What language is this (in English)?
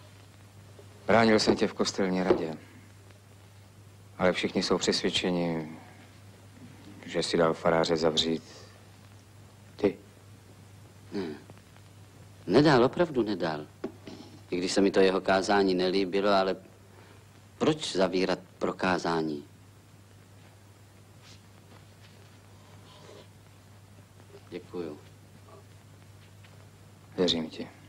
Czech